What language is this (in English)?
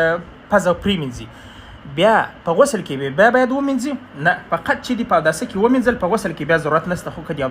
Pashto